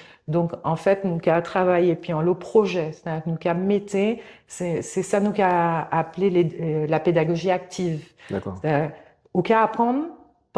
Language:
Guadeloupean Creole French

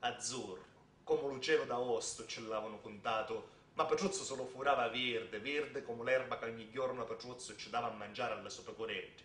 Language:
Sicilian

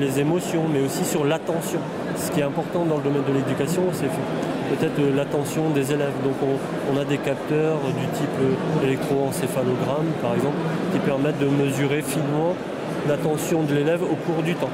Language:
French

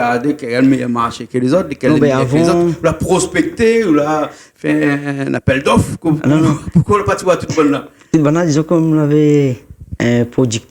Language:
Réunion Creole French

